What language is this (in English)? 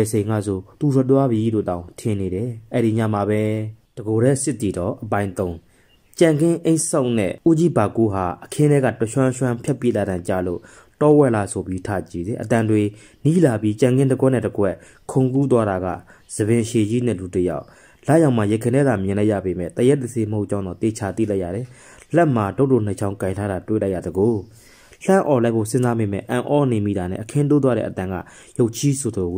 Burmese